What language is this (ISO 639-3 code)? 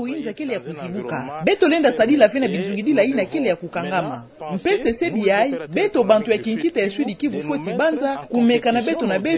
ktu